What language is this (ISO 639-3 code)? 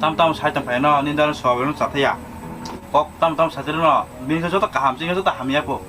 trp